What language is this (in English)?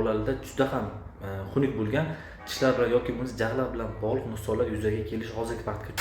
Uzbek